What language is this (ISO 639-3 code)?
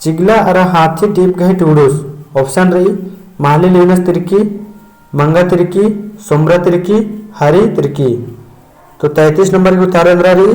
kru